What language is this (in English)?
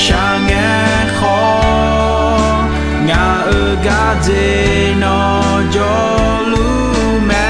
Akha